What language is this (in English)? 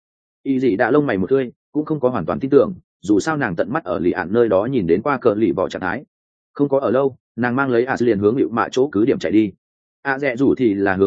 Vietnamese